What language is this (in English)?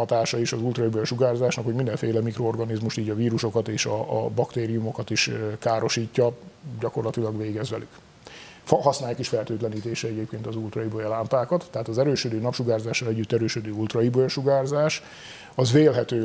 Hungarian